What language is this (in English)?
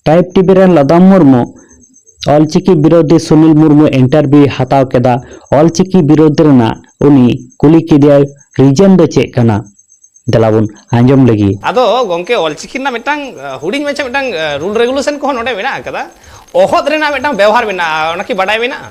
Santali